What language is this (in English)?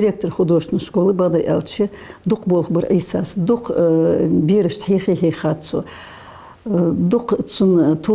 Ingush